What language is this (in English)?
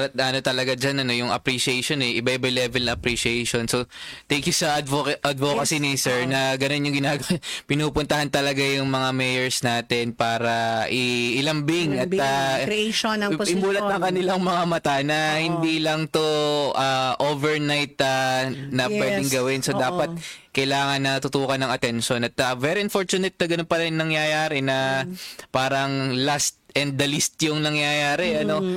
Filipino